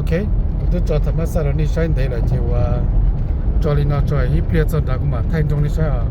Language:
Hmong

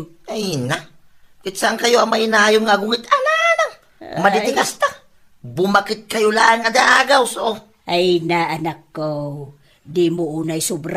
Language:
Iloko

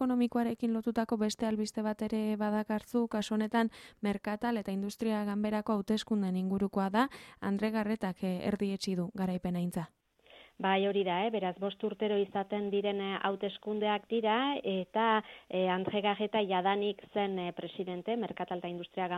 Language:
Basque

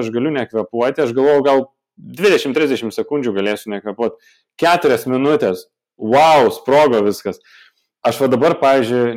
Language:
Lithuanian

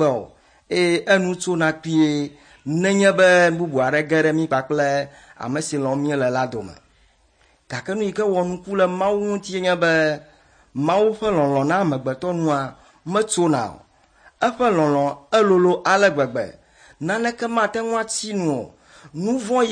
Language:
Ewe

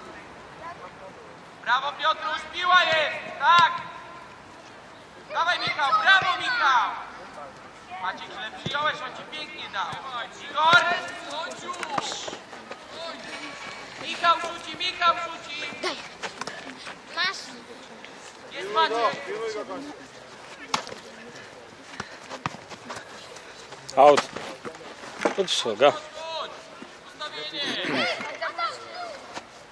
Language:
Polish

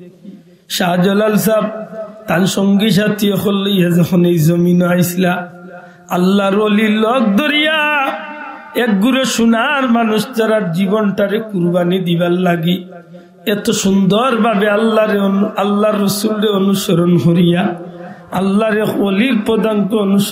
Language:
Sylheti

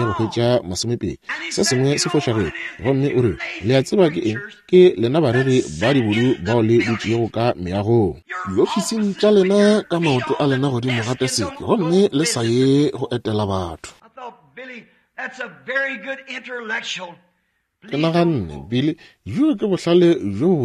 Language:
Northern Sotho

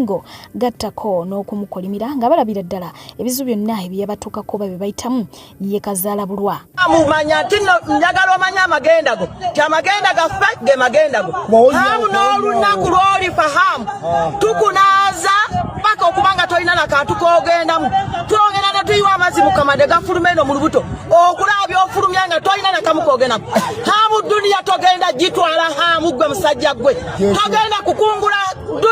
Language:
Ganda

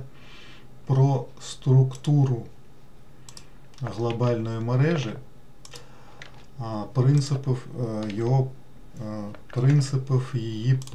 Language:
Ukrainian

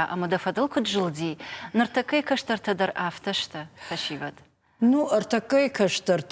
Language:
Ossetic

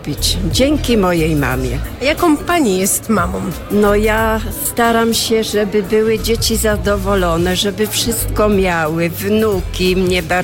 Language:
Polish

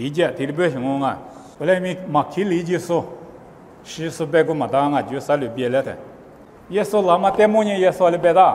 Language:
Lisu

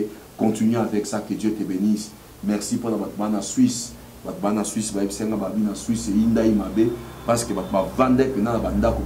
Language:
Lingala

